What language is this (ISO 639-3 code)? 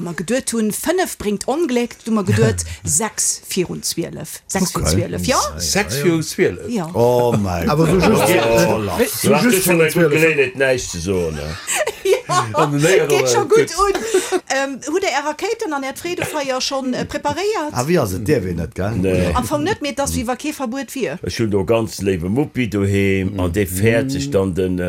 ltz